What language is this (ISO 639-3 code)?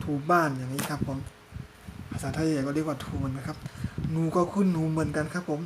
shn